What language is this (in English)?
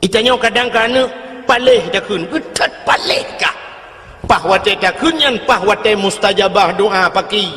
Achinese